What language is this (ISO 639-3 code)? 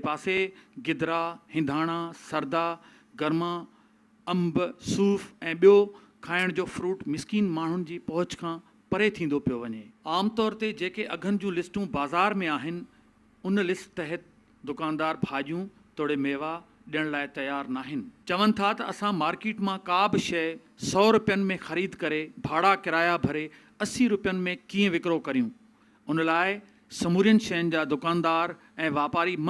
snd